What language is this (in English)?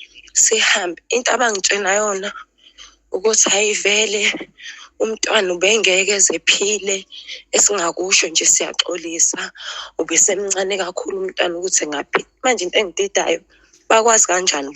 Zulu